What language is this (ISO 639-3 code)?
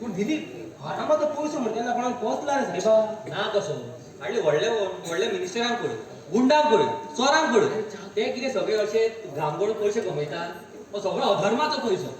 kok